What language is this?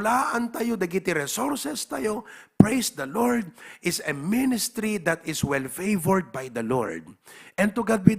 Iloko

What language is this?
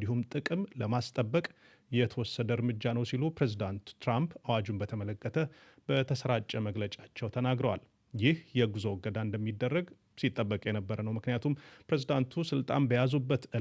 Amharic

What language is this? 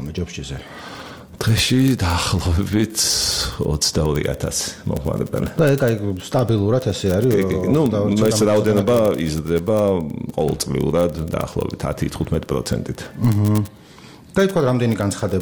Georgian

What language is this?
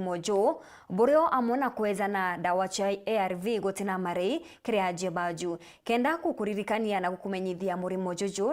Meru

